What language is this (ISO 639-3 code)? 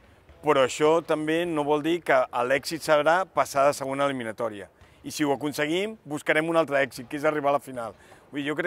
cat